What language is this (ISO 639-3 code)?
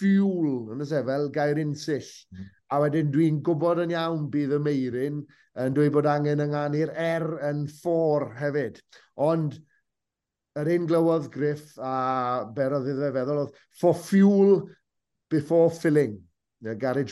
cym